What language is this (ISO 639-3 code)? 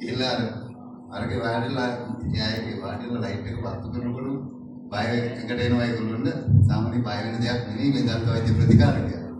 sin